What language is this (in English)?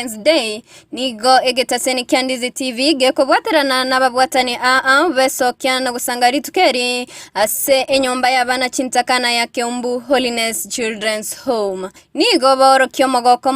Gusii